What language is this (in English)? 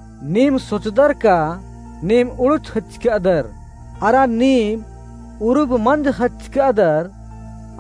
Kurukh